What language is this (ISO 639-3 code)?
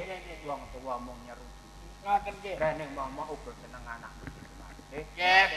jav